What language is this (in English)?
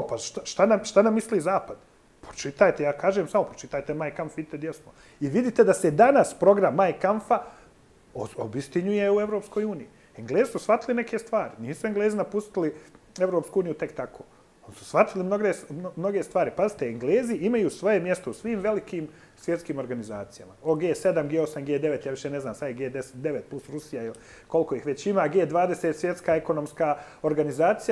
Bosnian